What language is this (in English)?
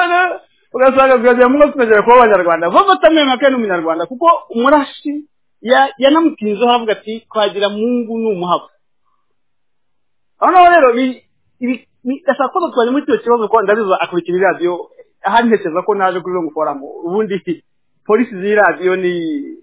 Kinyarwanda